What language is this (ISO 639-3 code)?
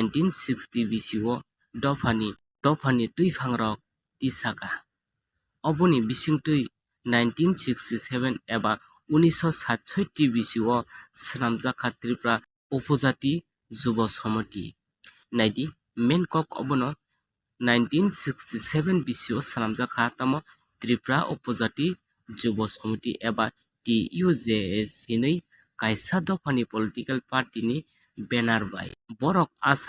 trp